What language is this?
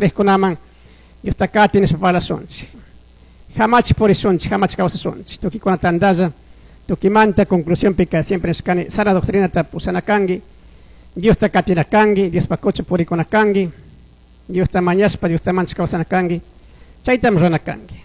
Chimborazo Highland Quichua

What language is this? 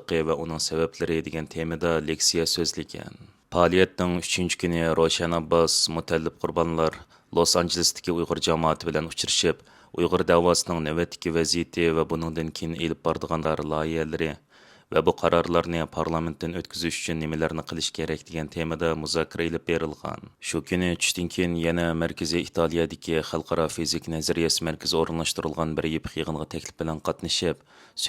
Uyghur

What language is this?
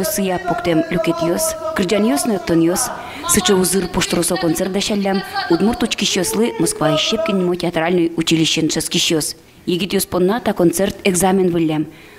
Udmurt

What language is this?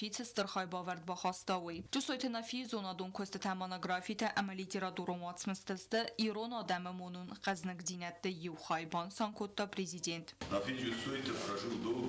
Ossetic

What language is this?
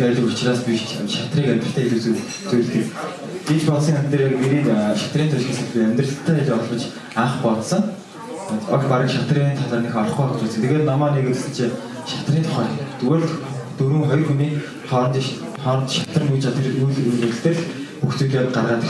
Mongolian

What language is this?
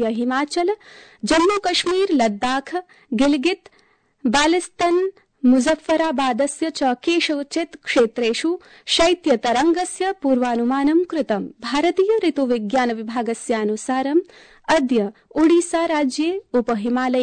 Sanskrit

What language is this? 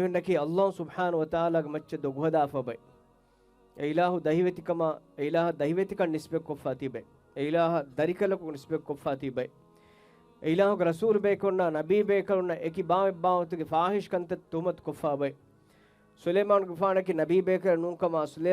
Divehi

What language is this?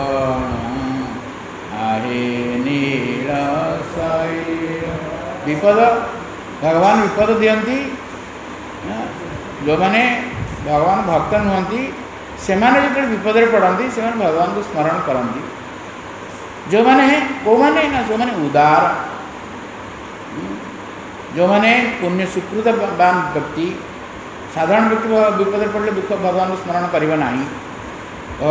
Odia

